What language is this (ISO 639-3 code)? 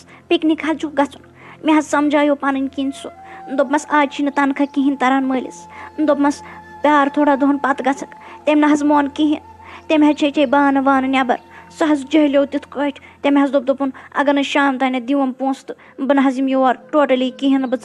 kas